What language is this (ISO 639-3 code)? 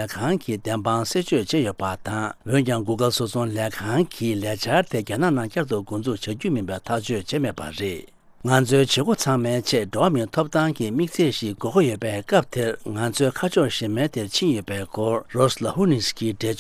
bod